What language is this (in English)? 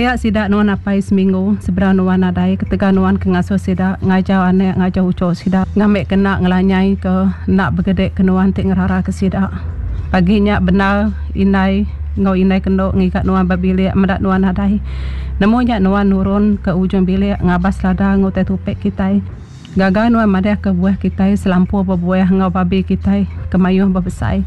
Iban